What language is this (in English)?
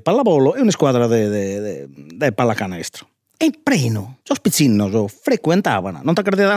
Sardinian